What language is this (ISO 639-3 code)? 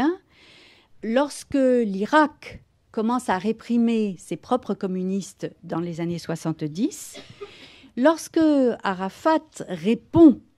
fra